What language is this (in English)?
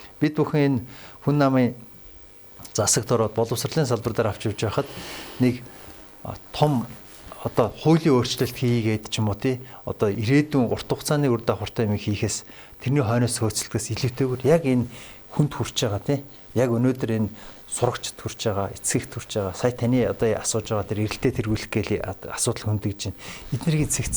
Mongolian